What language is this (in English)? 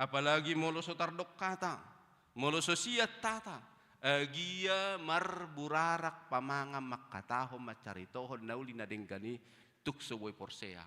Batak Toba